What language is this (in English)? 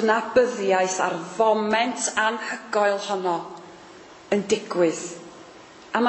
Welsh